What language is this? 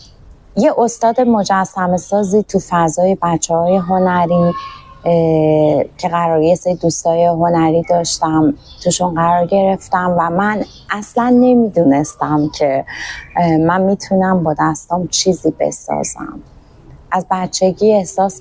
Persian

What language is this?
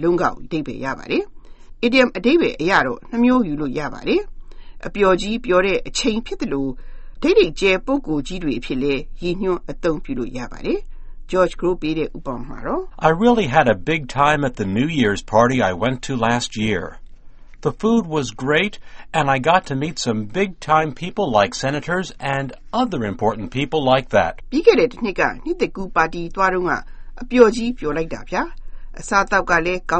Burmese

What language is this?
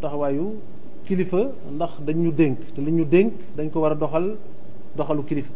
Wolof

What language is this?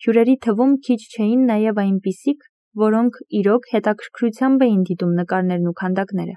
Armenian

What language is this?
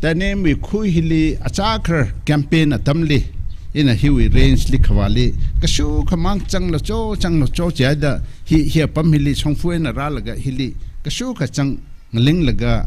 Tangkhul Naga (India)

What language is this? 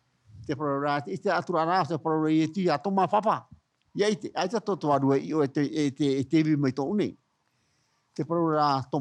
Tahitian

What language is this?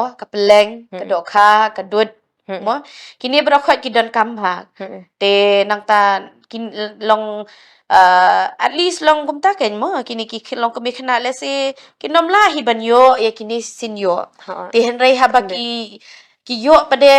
Khasi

